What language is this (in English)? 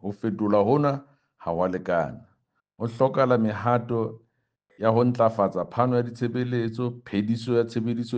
Southern Sotho